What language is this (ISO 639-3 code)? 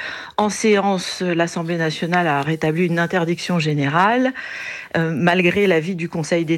fra